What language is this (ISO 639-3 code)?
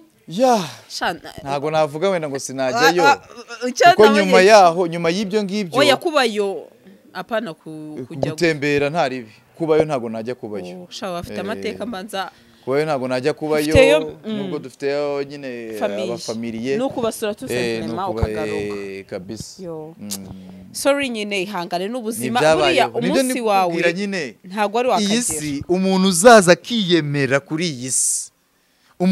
kin